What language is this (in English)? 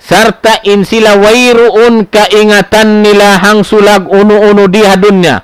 Tausug